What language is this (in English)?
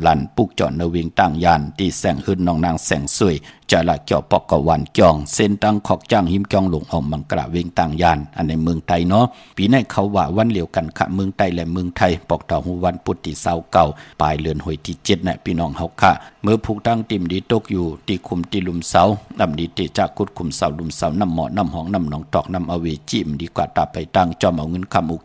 Shan